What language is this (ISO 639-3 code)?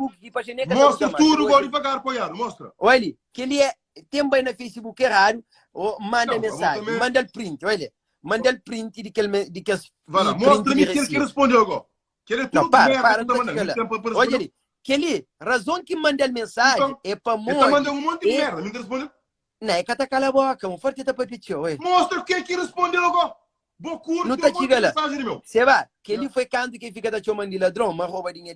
kea